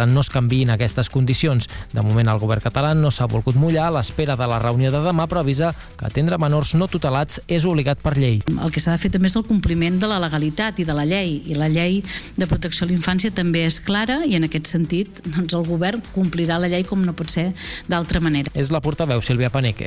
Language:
Catalan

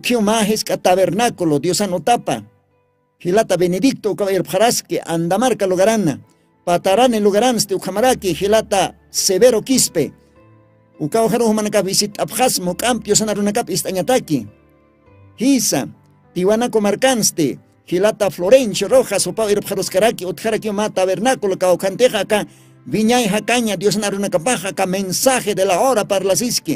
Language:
Aymara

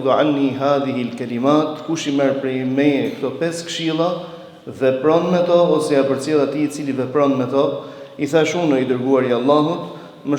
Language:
Albanian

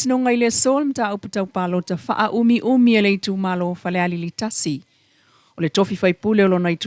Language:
Samoan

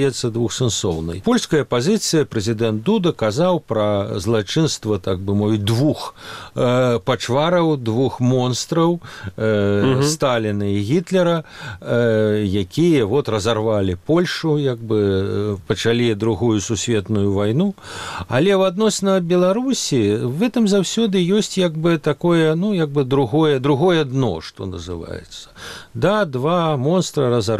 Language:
Belarusian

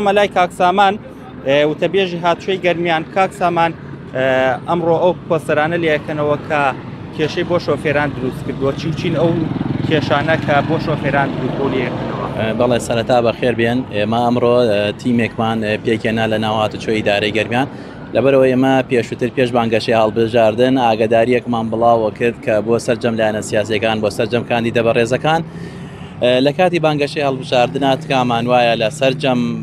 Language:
Central Kurdish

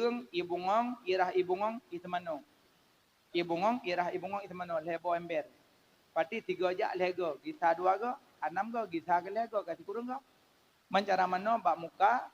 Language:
Achinese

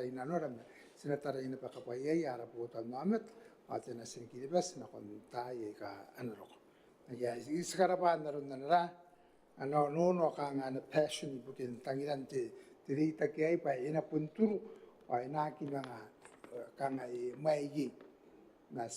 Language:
Gilbertese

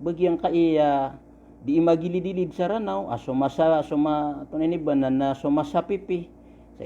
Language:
Maranao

